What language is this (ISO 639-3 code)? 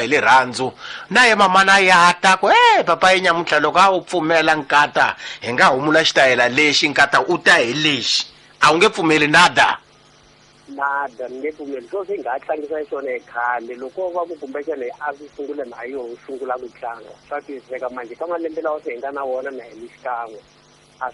tso